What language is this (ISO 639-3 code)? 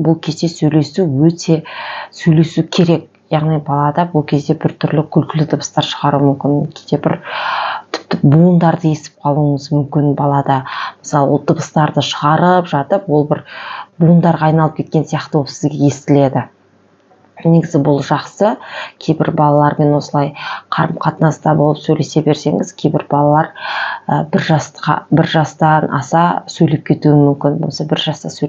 kaz